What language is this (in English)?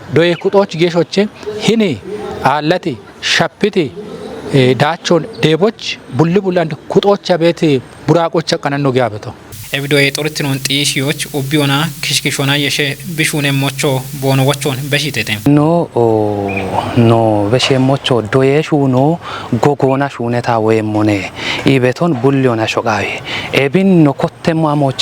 Kafa